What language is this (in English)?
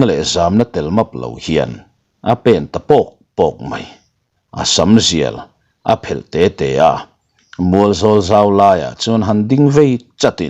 Mizo